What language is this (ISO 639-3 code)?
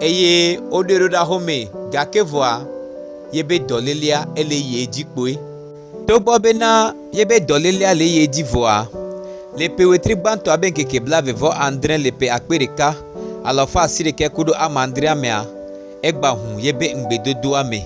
gej